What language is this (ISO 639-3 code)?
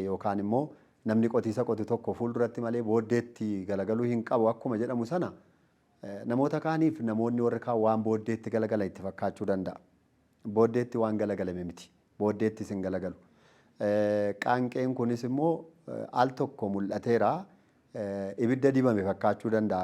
orm